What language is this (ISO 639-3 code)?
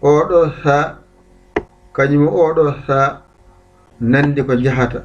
ful